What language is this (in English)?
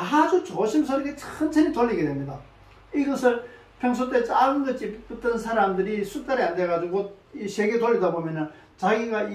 Korean